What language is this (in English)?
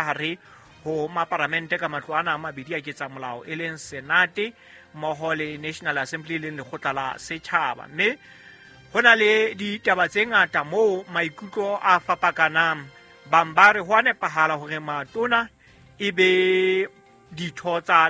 Southern Sotho